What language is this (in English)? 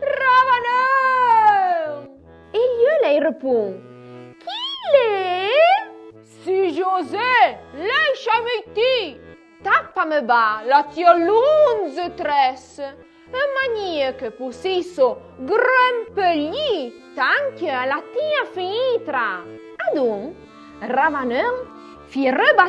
Arpitan